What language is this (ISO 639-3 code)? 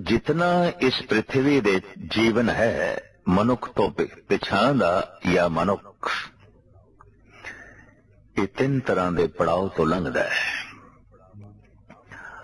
pan